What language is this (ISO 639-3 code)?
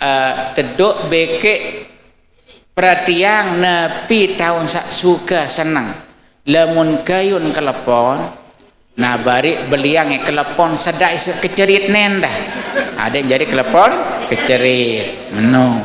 sas